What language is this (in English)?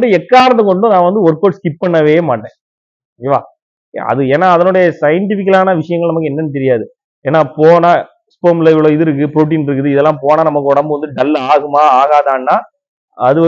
Tamil